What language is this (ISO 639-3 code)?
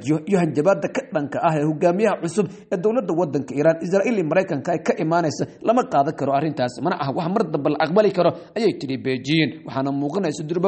som